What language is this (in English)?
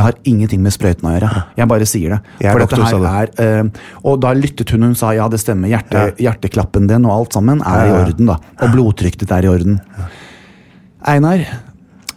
Norwegian